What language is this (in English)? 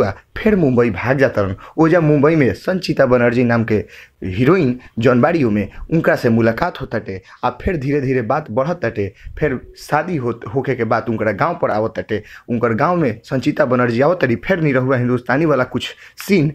Bhojpuri